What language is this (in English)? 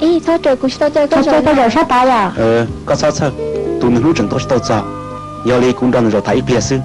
Hmong